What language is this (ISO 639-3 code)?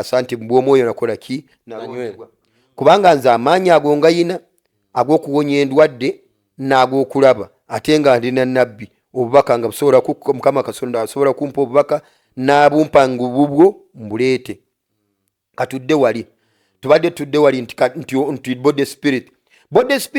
lug